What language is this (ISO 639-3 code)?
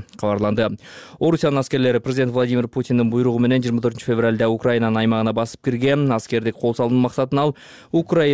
kir